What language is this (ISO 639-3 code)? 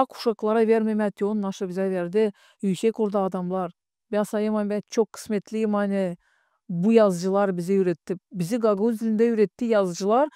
gag